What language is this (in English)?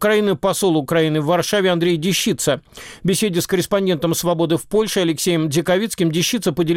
Russian